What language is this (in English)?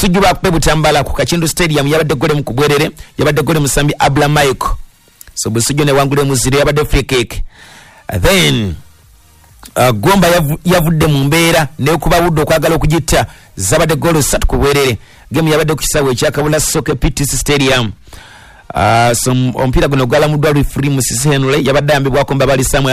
Ganda